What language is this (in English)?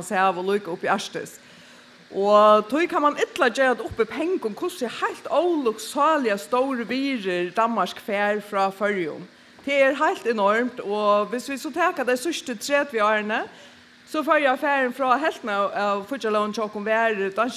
Faroese